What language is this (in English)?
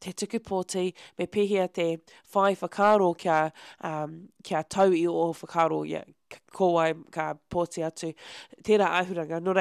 Māori